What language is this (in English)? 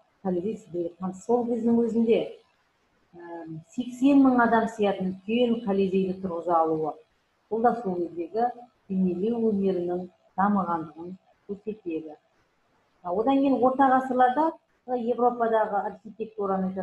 Kazakh